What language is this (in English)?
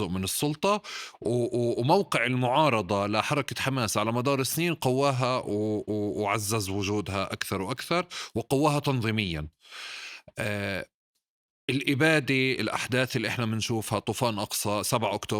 North Levantine Arabic